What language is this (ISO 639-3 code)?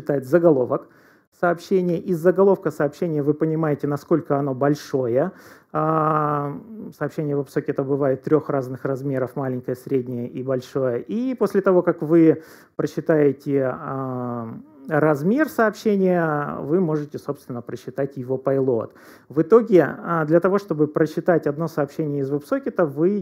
rus